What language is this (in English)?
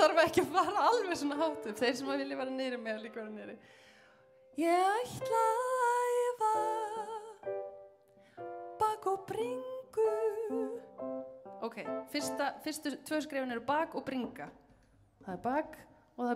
Icelandic